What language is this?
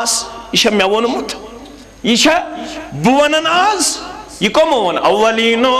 Kashmiri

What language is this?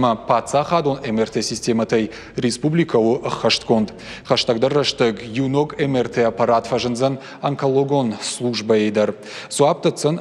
Ossetic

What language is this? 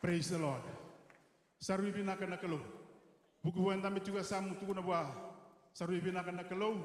Fijian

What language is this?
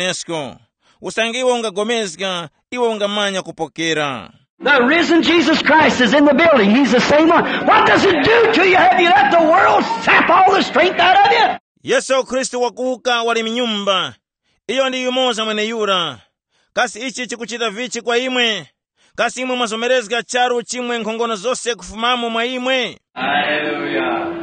Tumbuka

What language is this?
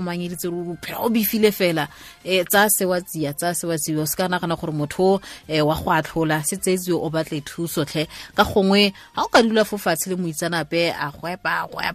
Tswana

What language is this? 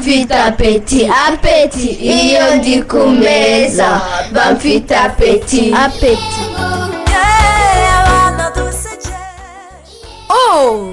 Kinyarwanda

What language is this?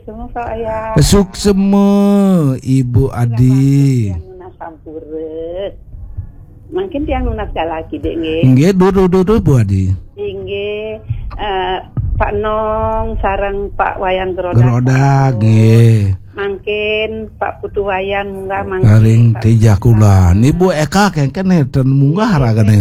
Balinese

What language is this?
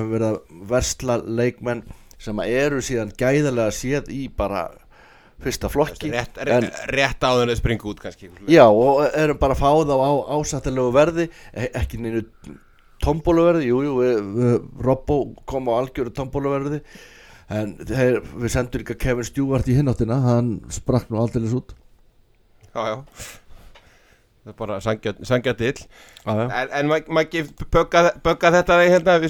Icelandic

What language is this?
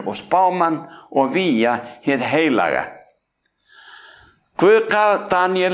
Icelandic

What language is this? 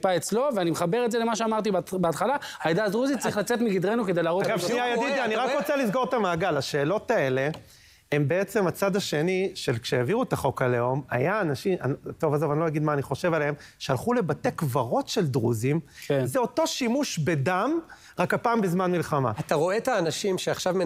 Hebrew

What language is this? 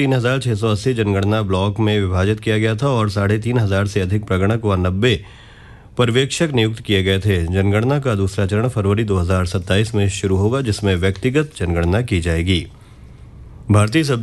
Hindi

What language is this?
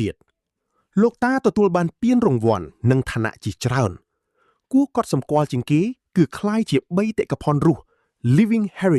Khmer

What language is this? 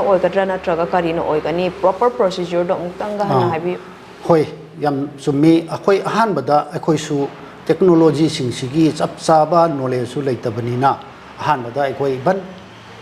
Manipuri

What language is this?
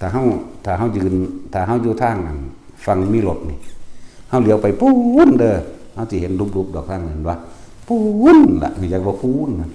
Northeastern Thai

